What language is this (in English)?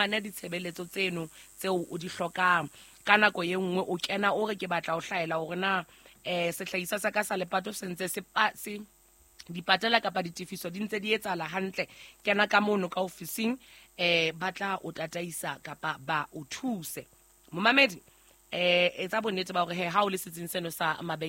Southern Sotho